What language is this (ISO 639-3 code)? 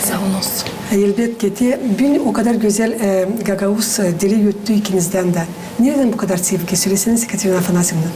gag